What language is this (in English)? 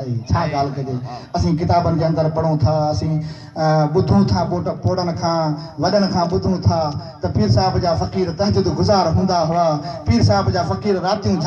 Sindhi